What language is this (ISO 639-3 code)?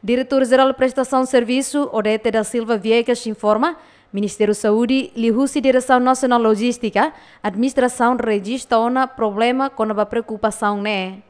tet